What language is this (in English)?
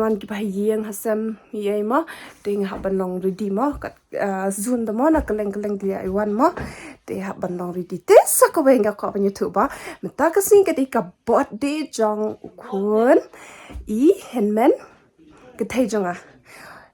Khasi